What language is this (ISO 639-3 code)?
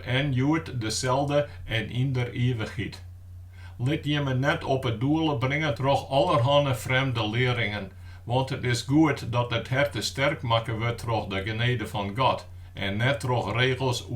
fry